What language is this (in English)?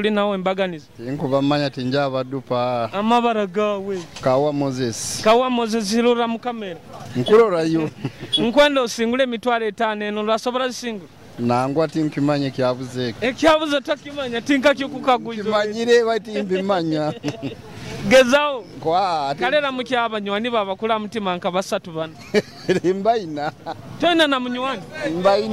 Nyoro